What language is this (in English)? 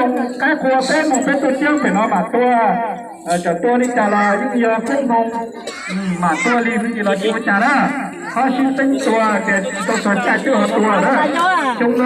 Hmong